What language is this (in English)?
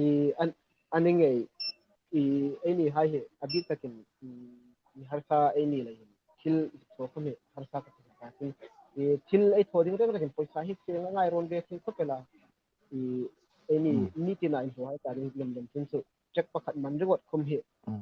Hmar